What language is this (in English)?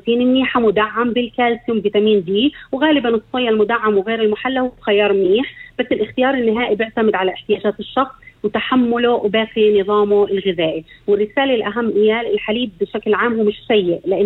North Levantine Arabic